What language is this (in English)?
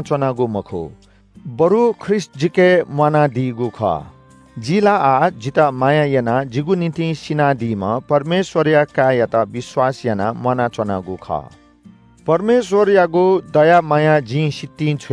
Newari